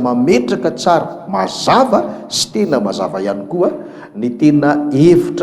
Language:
Malagasy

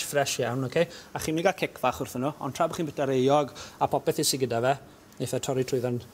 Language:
Welsh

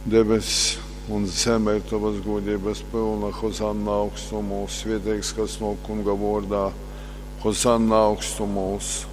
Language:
Latgalian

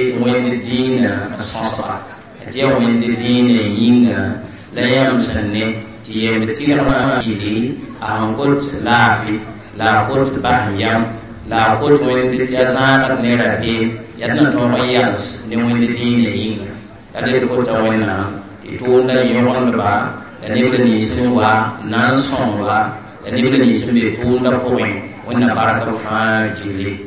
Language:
Mossi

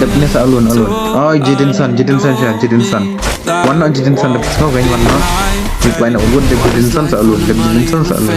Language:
Khasi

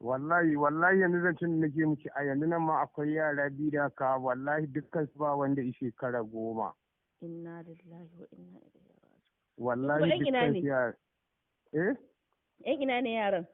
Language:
Hausa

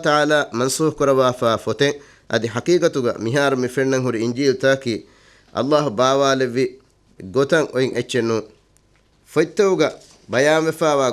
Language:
Divehi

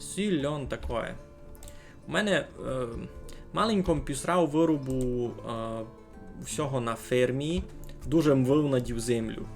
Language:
Rusyn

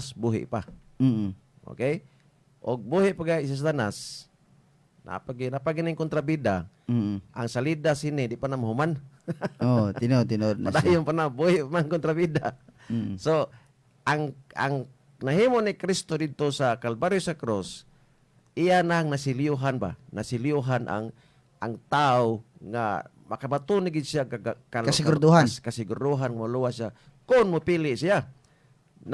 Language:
Cebuano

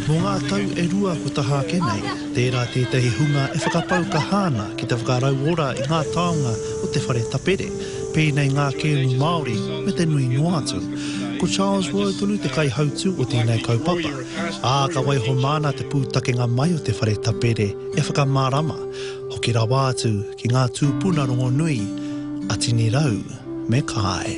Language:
Māori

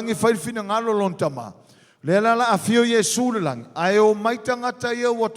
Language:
Samoan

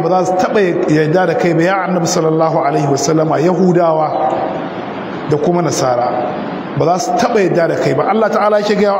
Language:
Hausa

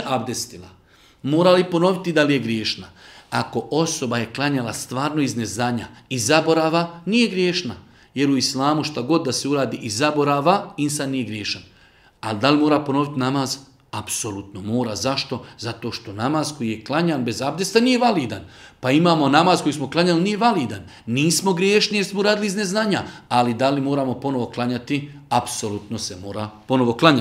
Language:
Bosnian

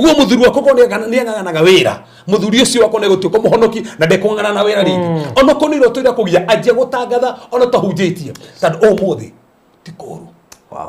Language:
Kikuyu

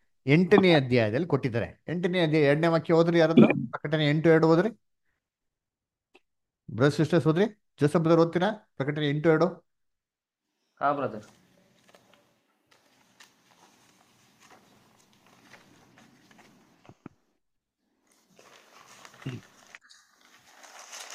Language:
Kannada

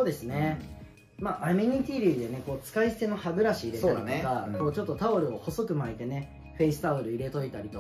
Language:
Japanese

